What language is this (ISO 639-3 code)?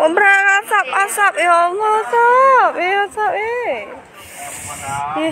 ace